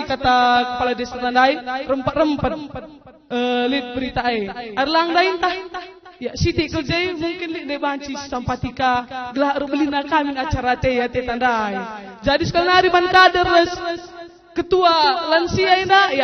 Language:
Batak Karo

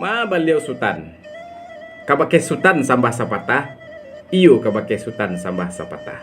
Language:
Minangkabau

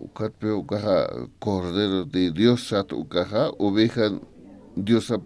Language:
Aymara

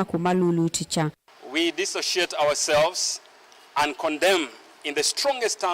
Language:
Kamba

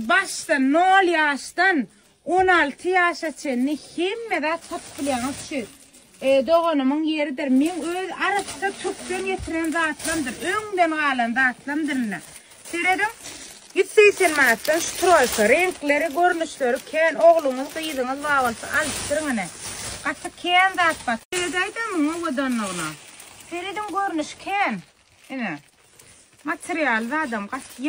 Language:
Turkmen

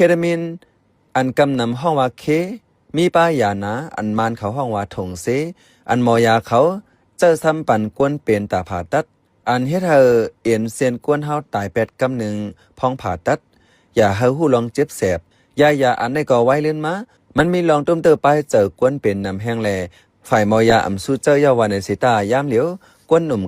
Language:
Shan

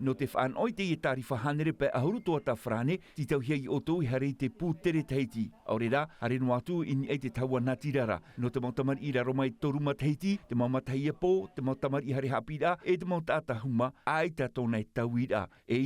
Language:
Tahitian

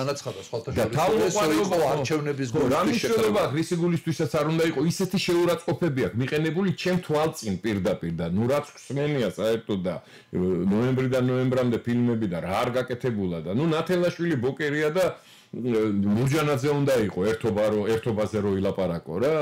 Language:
Georgian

